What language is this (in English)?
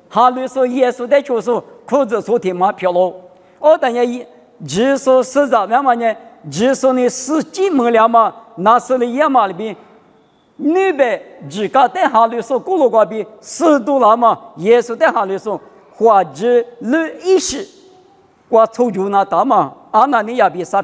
Lisu